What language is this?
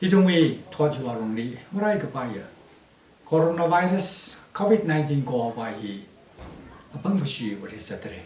Tangkhul Naga (India)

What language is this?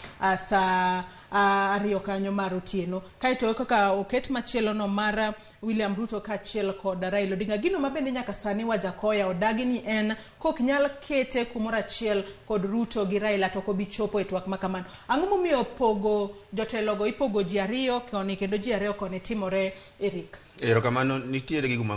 Luo (Kenya and Tanzania)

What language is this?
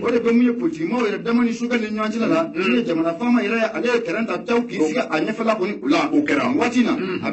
Bambara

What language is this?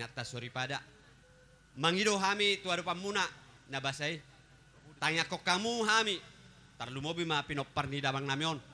Batak Toba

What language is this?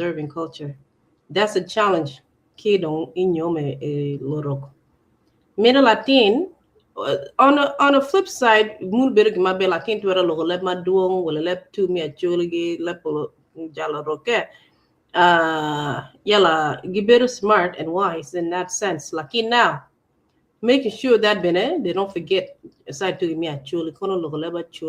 Acoli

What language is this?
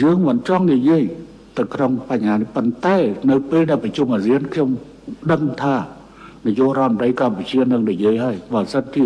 Khmer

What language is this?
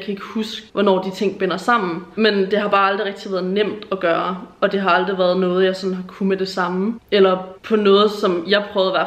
Danish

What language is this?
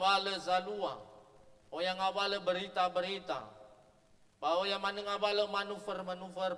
Nias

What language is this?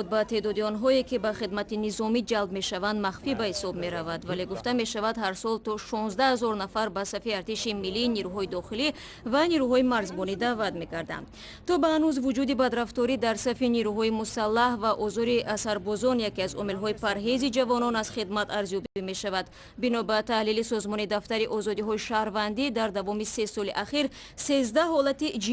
Tajik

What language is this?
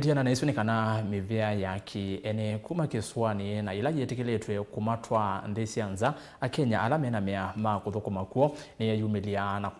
Kamba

